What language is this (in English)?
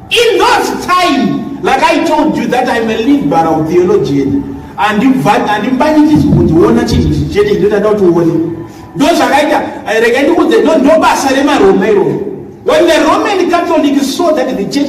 Shona